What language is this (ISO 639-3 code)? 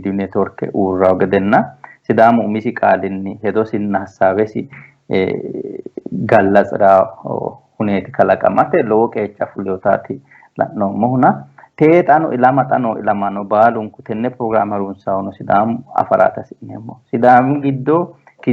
sid